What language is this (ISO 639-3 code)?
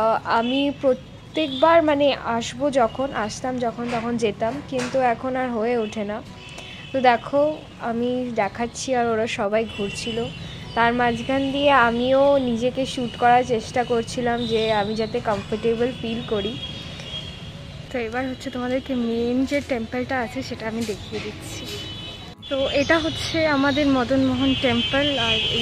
ben